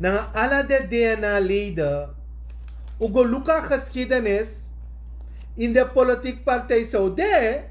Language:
Sranan Tongo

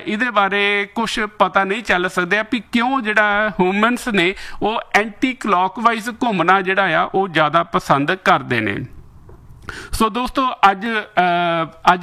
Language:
Punjabi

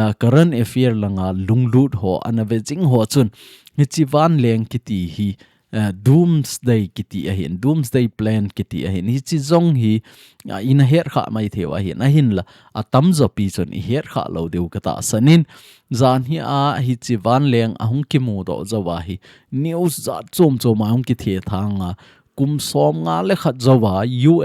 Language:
Thado Chin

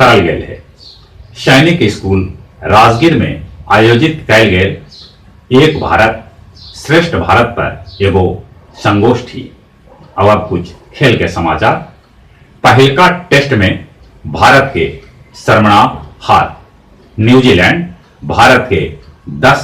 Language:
Magahi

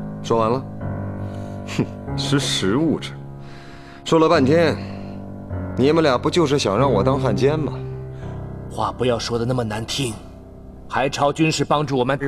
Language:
Chinese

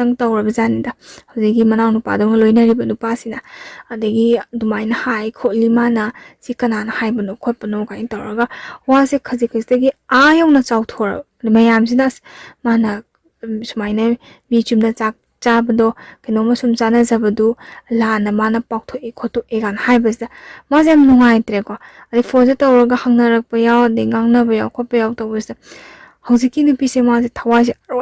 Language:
Manipuri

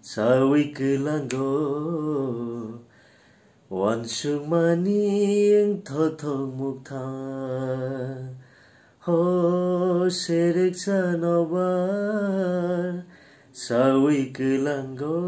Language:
Kok Borok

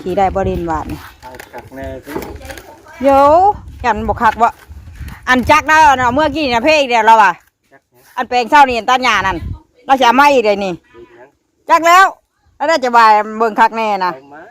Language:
Northeastern Thai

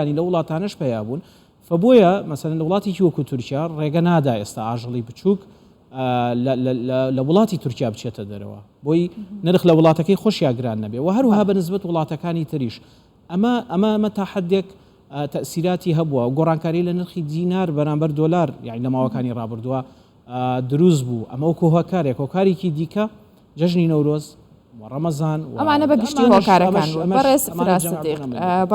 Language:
Central Kurdish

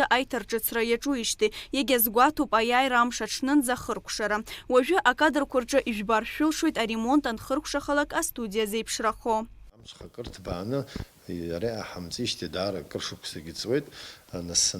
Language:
Abkhazian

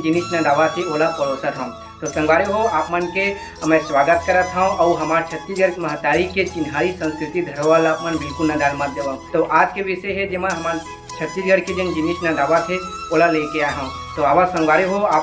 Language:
Chhattisgarhi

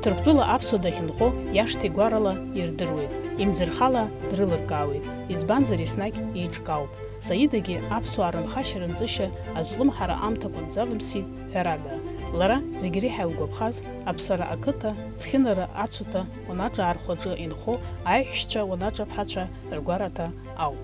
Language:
Abkhazian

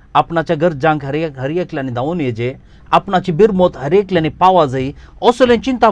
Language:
Konkani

